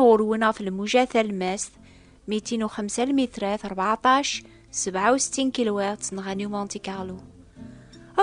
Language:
Kabyle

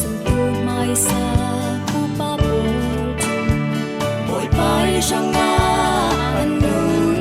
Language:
Falam Chin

